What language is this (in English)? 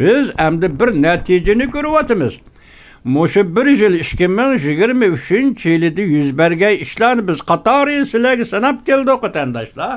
Uyghur